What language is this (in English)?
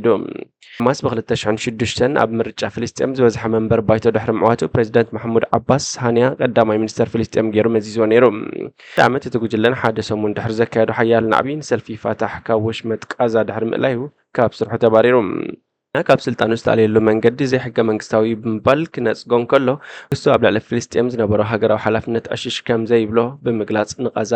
Tigrinya